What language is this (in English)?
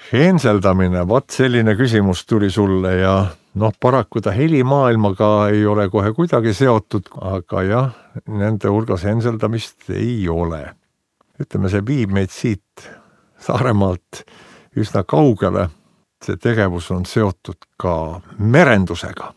Estonian